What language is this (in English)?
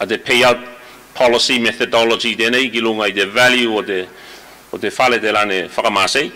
Tuvalu